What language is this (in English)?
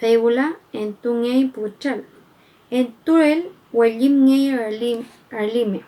Mapuche